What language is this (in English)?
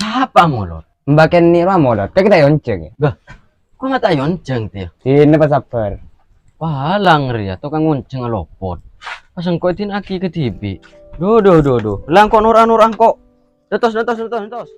Madurese